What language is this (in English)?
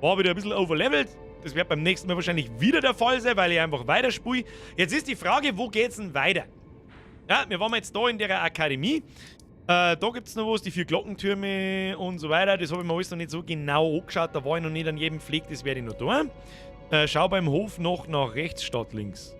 Bavarian